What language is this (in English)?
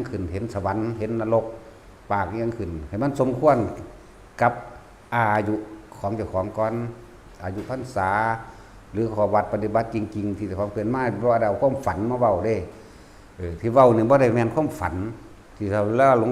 Northeastern Thai